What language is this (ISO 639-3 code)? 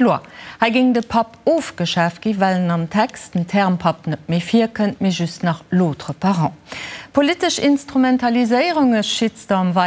ltz